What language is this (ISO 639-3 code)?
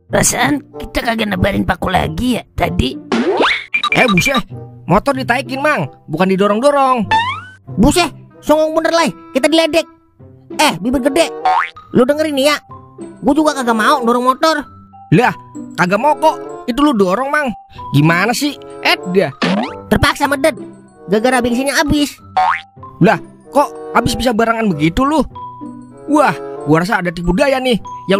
bew